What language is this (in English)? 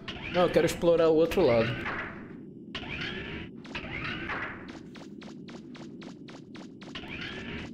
Portuguese